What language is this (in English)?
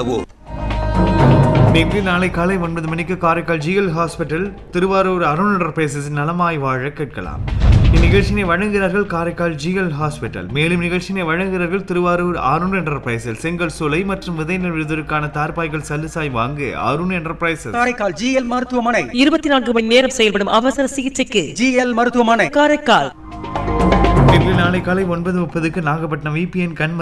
Tamil